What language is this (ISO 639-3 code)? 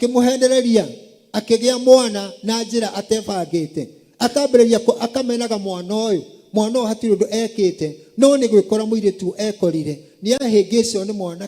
kik